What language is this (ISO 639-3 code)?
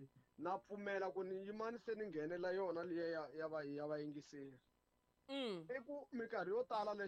tso